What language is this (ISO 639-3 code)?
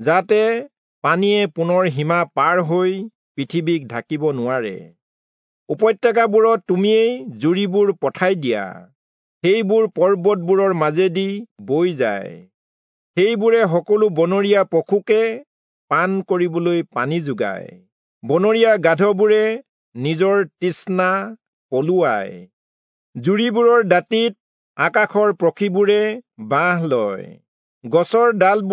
asm